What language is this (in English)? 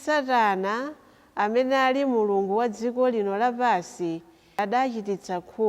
Nyanja